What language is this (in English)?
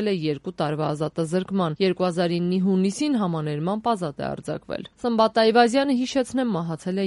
Armenian